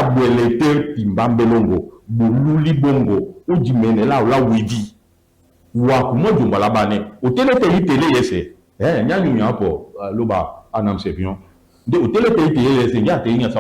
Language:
Duala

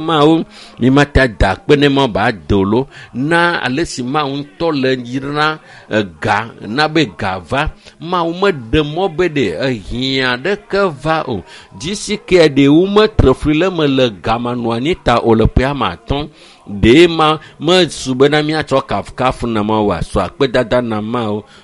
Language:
Ewe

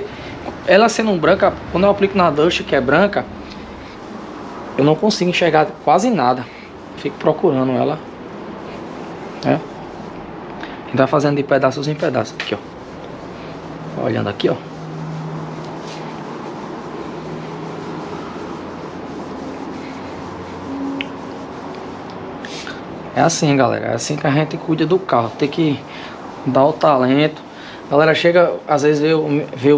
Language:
Portuguese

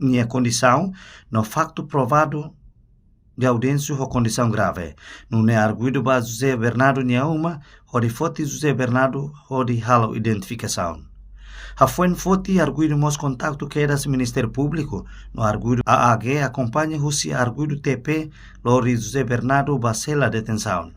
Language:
Tetum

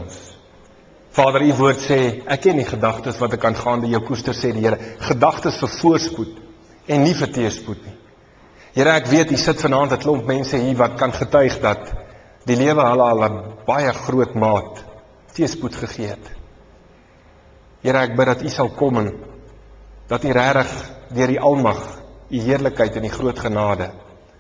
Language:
Afrikaans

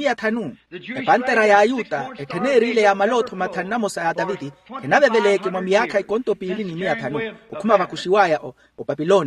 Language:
Makhuwa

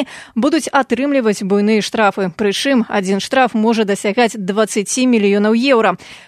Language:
Belarusian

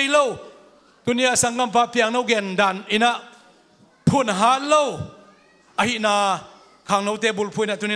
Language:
Tedim Chin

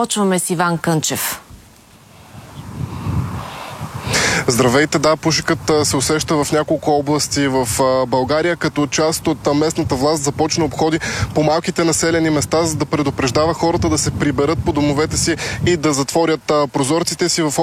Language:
Bulgarian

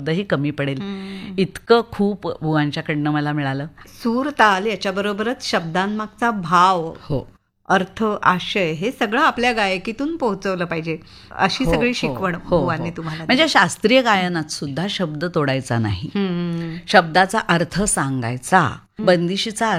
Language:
Marathi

